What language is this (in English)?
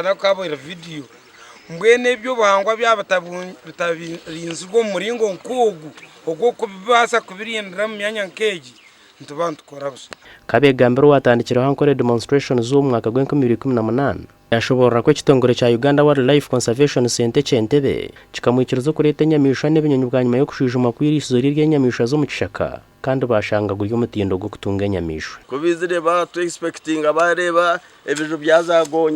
Nyankole